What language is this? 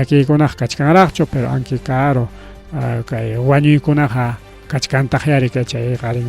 Ayacucho Quechua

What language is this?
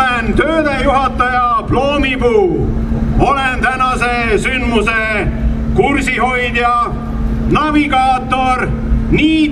Estonian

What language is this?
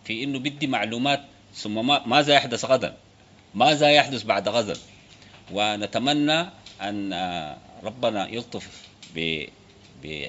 Sudanese Arabic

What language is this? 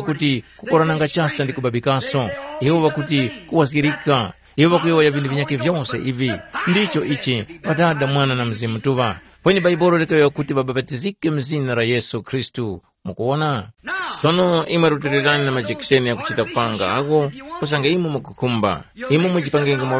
Tumbuka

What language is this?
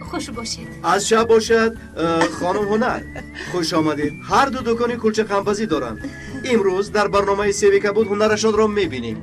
Tajik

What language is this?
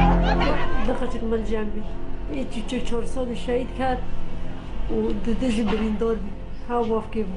Kurdish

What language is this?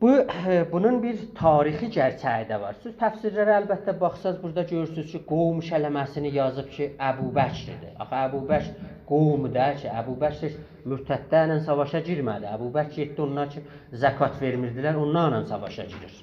South Azerbaijani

